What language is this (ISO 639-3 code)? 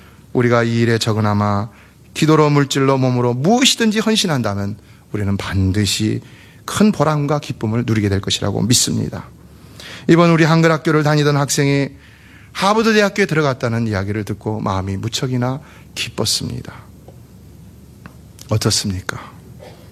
kor